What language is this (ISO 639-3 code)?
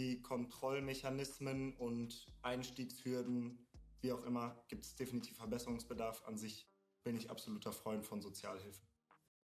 deu